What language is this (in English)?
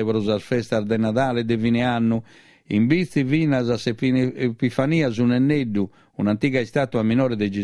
Sardinian